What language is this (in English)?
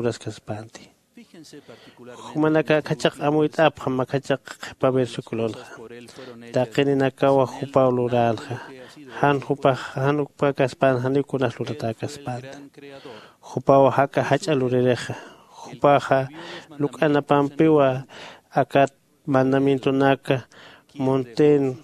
Aymara